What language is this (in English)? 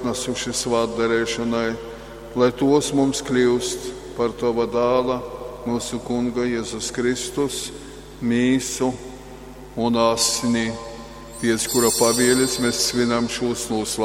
Latgalian